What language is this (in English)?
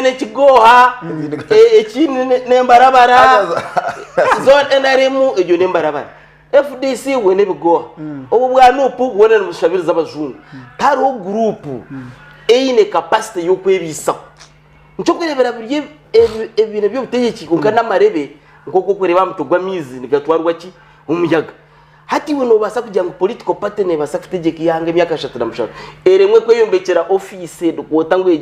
Nyankole